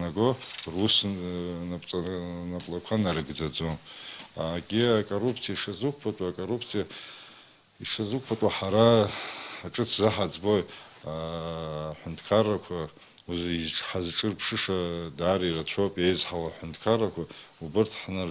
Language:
Abkhazian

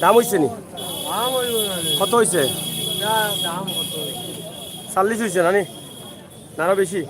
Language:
Sylheti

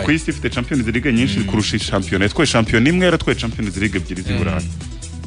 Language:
Kinyarwanda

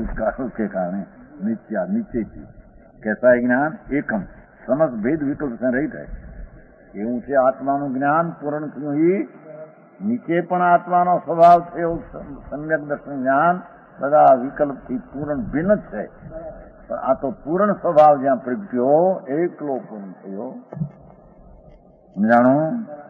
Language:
Gujarati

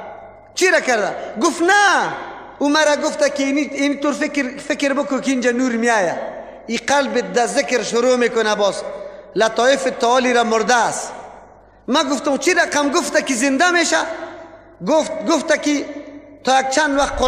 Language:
Persian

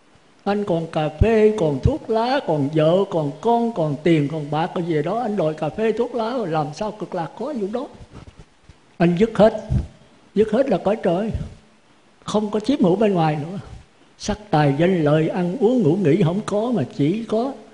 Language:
Vietnamese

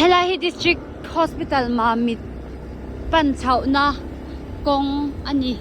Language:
Mizo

